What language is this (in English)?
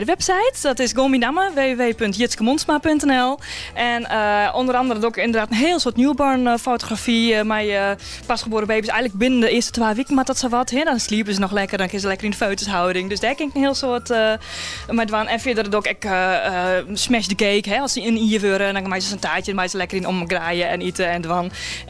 Western Frisian